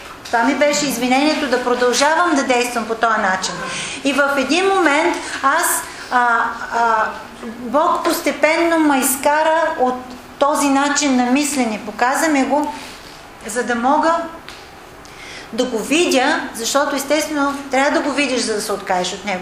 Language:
Bulgarian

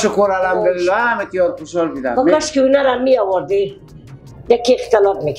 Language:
Persian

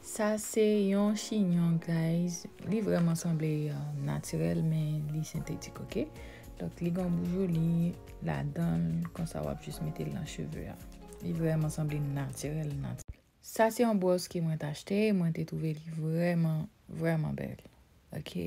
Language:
Haitian Creole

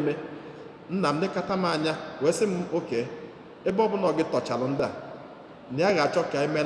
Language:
Igbo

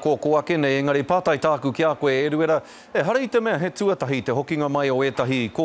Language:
Māori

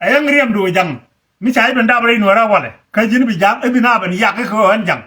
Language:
Nuer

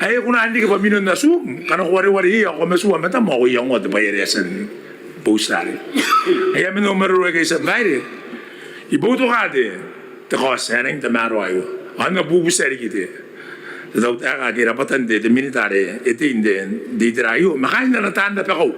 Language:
Gilbertese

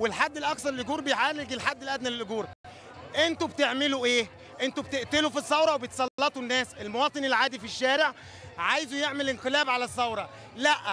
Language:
Egyptian Arabic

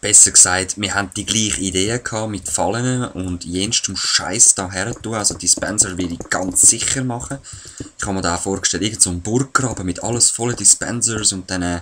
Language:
Swiss German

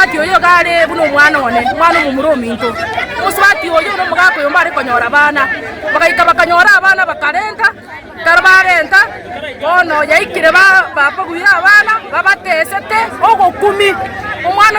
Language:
Gusii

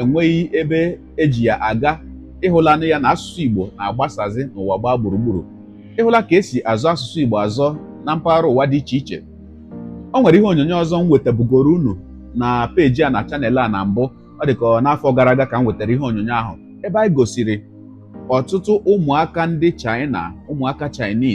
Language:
Igbo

